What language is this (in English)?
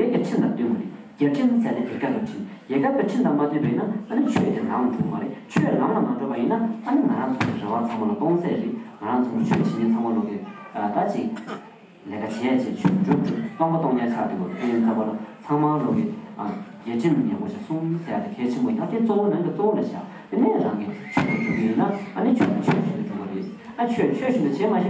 Tibetan